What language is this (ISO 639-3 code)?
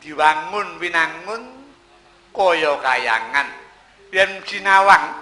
jav